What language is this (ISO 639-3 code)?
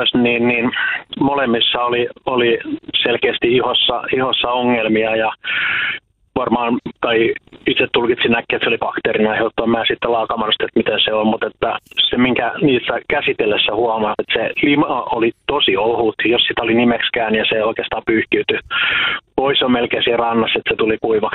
fin